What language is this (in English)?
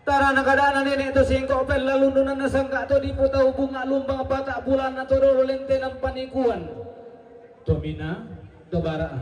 Toraja-Sa'dan